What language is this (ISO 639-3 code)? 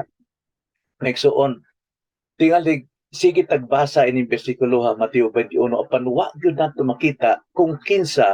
ceb